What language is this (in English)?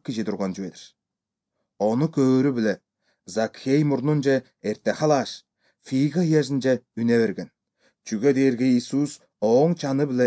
Kyrgyz